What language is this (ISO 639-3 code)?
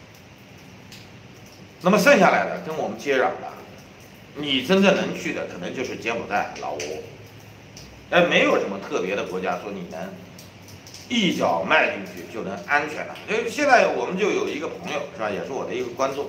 zho